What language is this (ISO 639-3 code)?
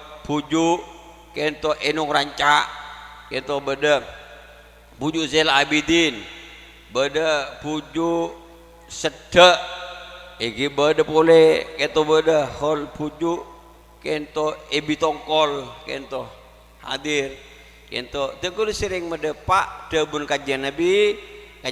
mad